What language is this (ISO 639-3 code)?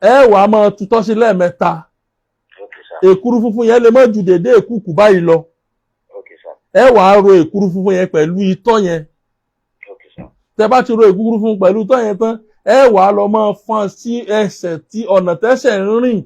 yor